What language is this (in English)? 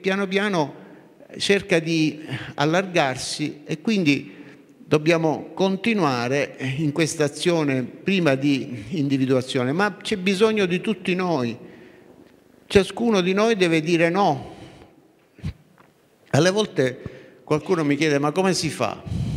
Italian